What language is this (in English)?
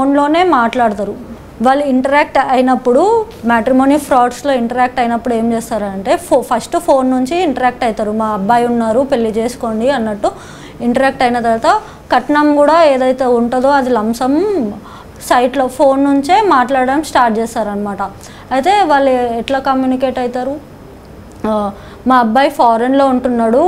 Telugu